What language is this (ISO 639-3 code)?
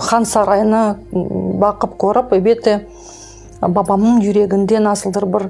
crh